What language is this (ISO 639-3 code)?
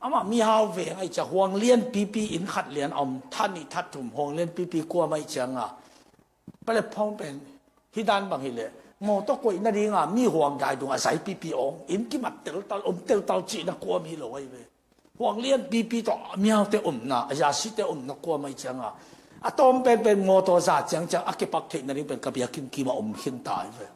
ctd